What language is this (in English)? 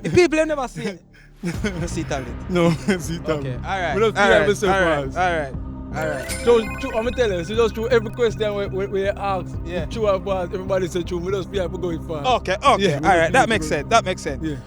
Jamaican Creole English